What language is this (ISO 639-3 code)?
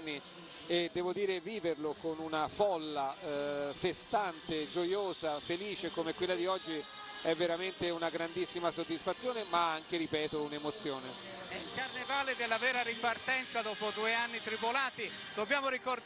ita